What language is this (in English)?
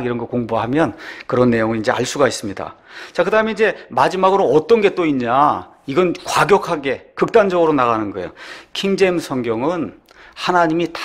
Korean